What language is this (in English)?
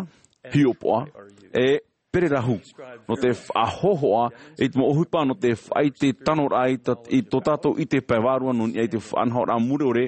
Tahitian